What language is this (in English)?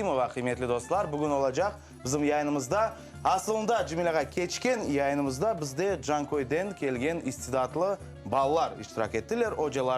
Crimean Tatar